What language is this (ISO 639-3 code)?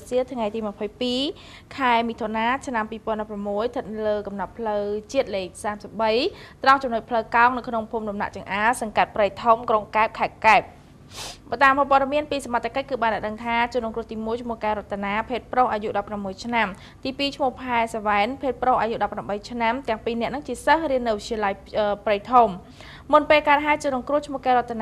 khm